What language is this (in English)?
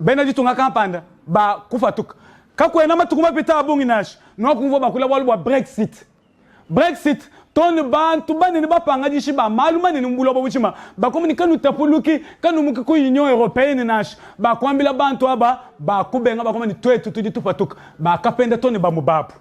Luba-Lulua